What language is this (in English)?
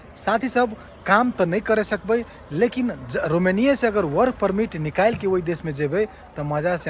Maithili